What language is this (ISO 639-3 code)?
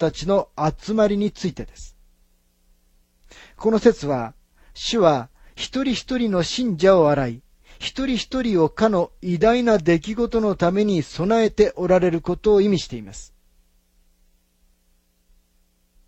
jpn